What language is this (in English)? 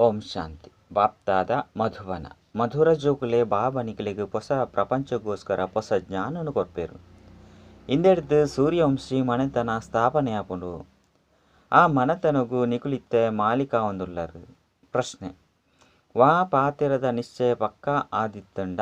Tulu